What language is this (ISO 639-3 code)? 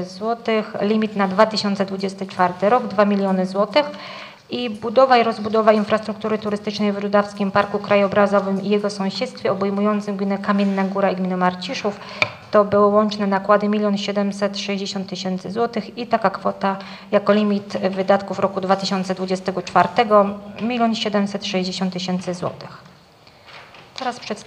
pol